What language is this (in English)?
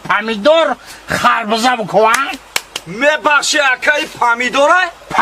Tajik